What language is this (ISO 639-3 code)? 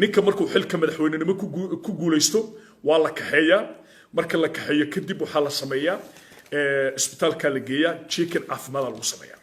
som